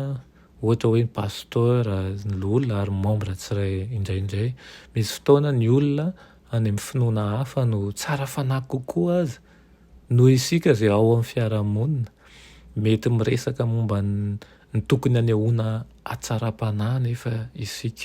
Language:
Malagasy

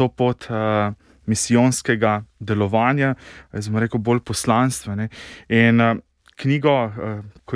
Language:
Slovenian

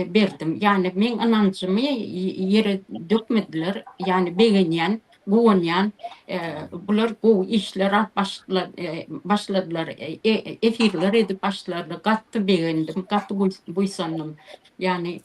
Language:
Turkmen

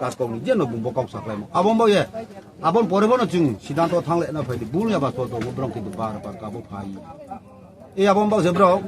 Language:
Riang (India)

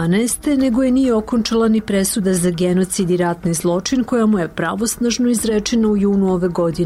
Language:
Serbian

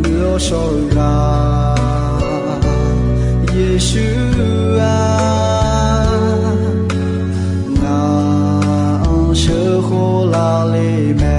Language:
Akha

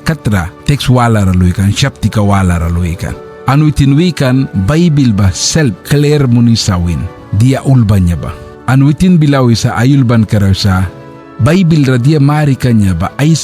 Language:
Mískito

